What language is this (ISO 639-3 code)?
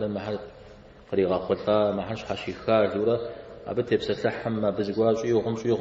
kbd